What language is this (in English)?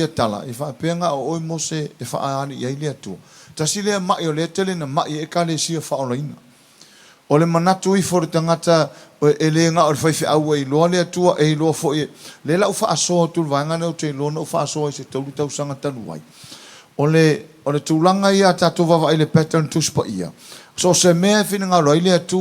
Samoan